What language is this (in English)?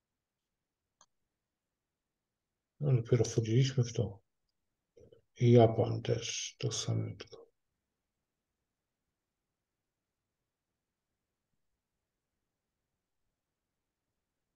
Polish